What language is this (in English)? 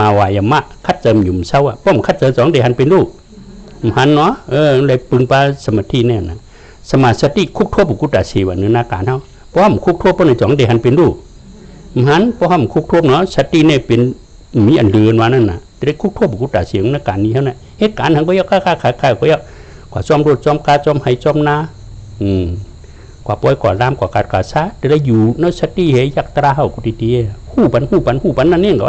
Shan